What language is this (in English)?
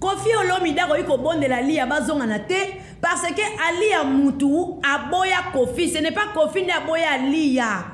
Lingala